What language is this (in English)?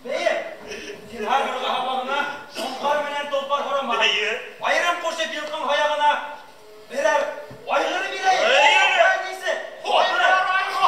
Bashkir